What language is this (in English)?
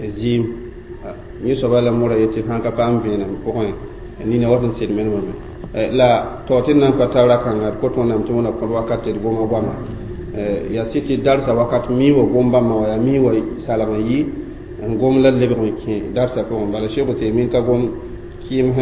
Mossi